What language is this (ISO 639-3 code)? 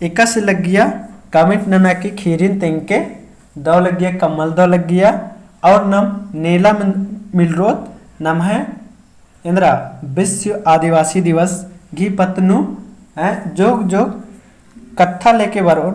kru